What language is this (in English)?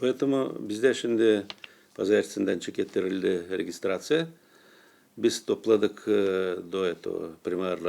Gagauz